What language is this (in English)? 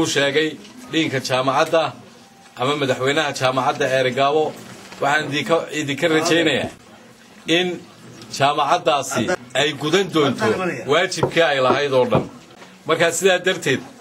Somali